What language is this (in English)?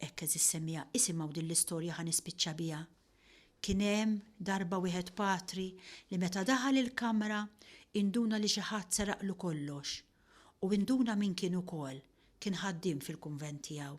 Maltese